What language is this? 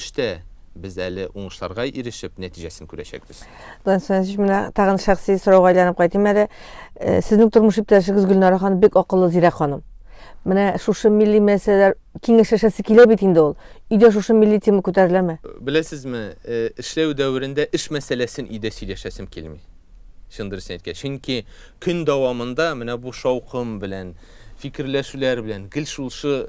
Tatar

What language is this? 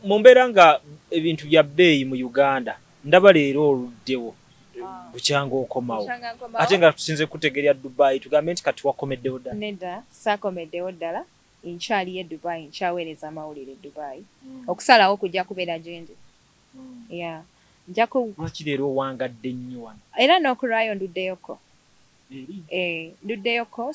Ganda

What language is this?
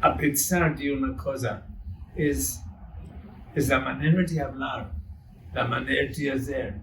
Ladino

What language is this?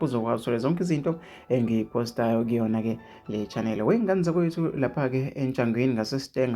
Zulu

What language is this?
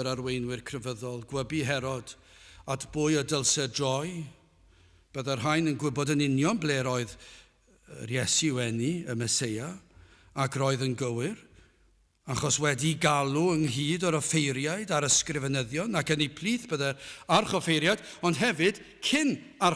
Welsh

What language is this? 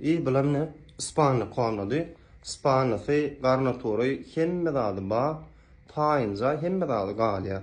Turkmen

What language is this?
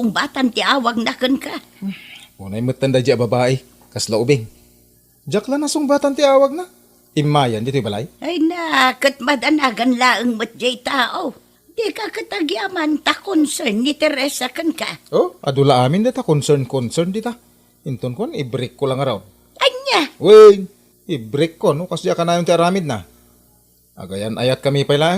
Iloko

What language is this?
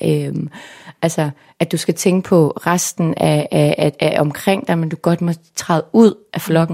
Danish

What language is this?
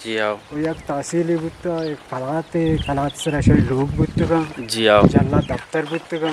Eastern Balochi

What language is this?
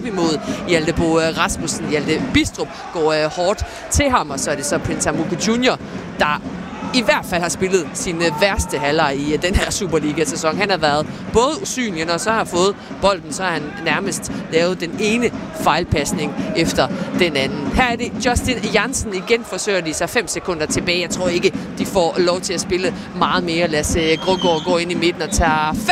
Danish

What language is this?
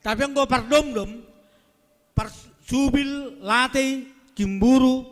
Batak Simalungun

